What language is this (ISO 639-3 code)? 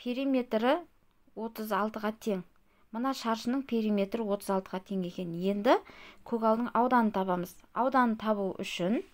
kaz